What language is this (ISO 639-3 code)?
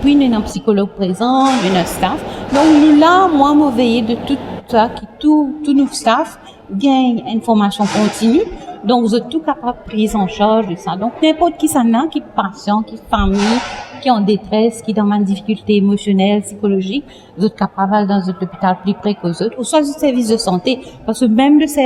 mfe